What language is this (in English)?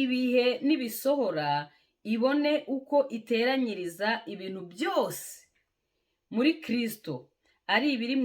Kinyarwanda